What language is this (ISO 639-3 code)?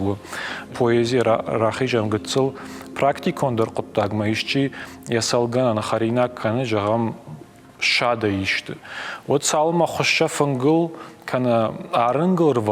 oss